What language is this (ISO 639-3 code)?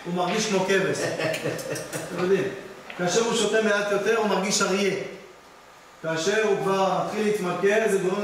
heb